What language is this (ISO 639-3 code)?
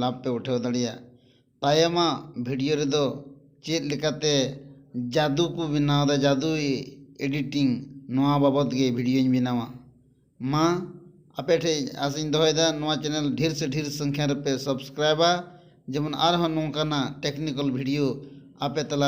sat